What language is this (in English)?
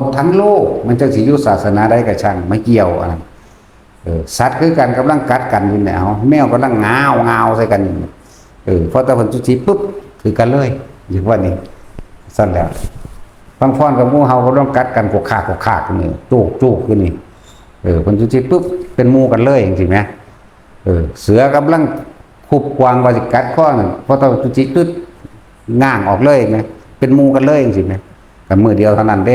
Northeastern Thai